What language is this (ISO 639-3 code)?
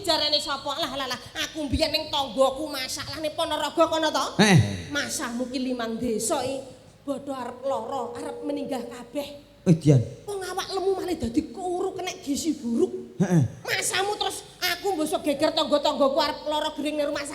jav